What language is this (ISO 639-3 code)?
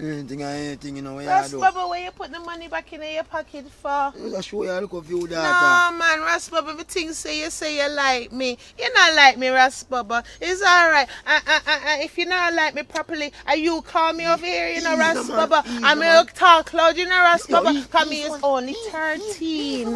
jam